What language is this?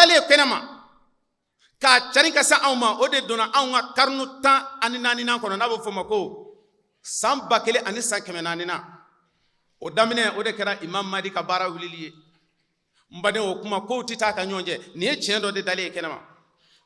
Bambara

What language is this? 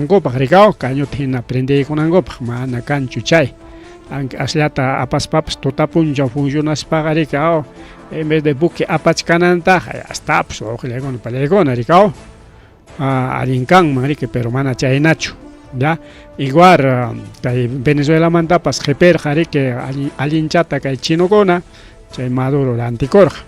Ayacucho Quechua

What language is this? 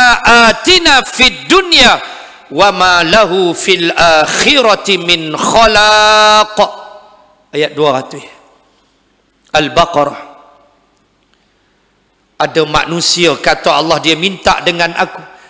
Malay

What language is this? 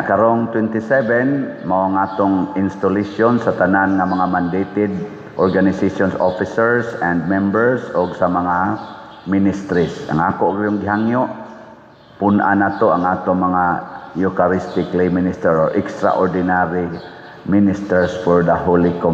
Cebuano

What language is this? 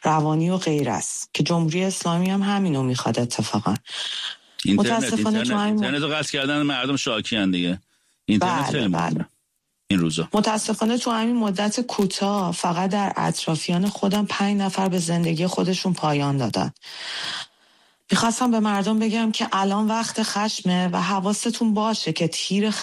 Persian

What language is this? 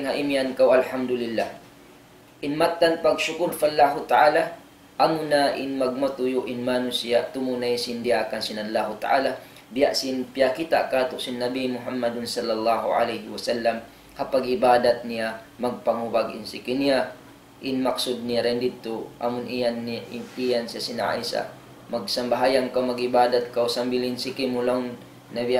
Tausug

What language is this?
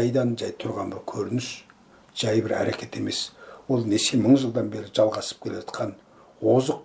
Kazakh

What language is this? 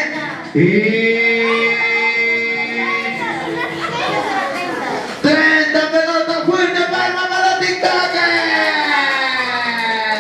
Spanish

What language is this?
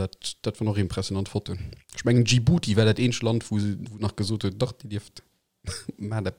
Luxembourgish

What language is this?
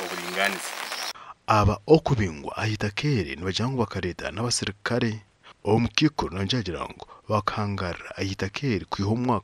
Nyankole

